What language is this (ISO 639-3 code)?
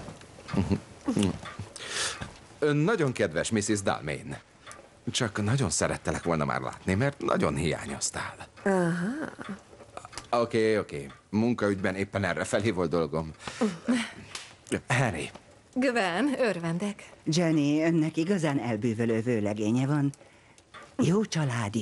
hun